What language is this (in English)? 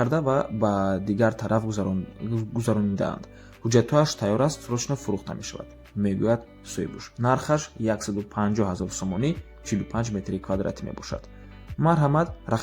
Tajik